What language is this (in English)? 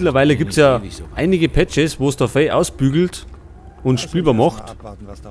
Bavarian